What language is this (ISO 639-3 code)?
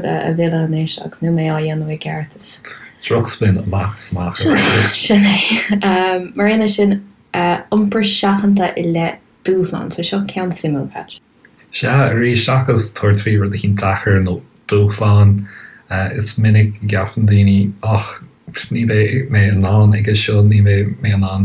gle